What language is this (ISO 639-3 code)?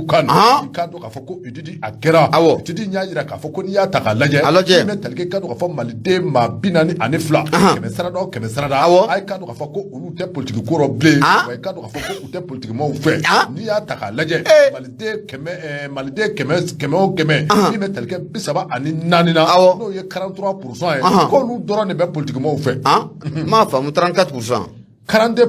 bam